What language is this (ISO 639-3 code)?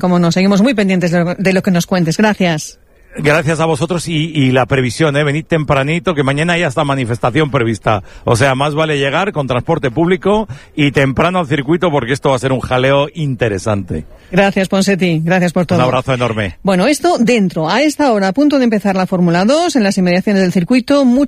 spa